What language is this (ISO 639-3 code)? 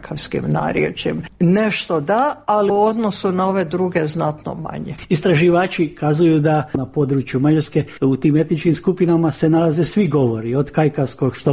hrv